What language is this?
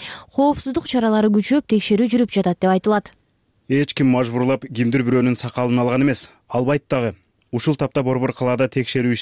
Kyrgyz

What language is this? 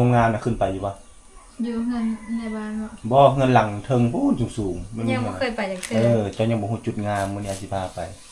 Lao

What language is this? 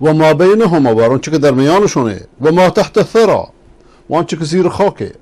Persian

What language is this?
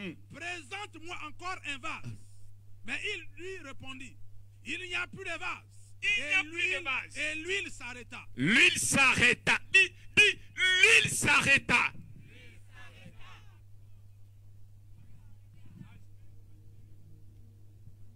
French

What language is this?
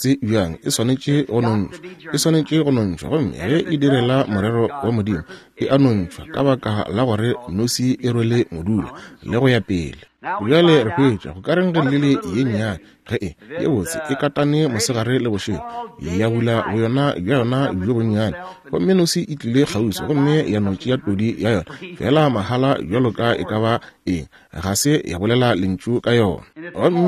Northern Sotho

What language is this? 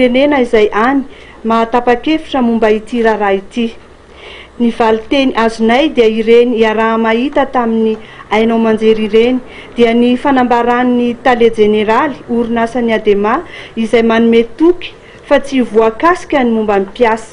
Malagasy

